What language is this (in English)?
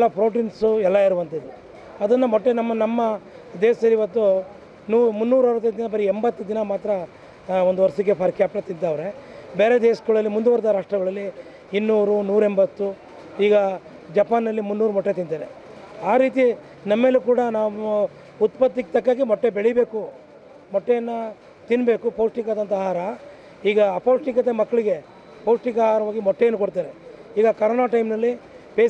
Kannada